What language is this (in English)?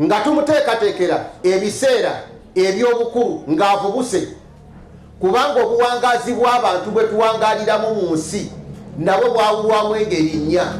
Ganda